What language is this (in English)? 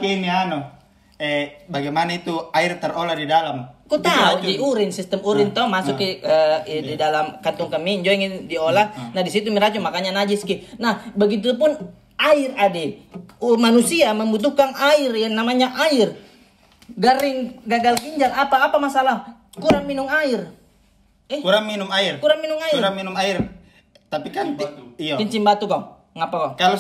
Makassar Malay